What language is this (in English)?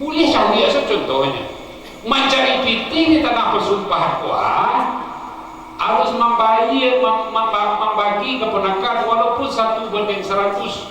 Minangkabau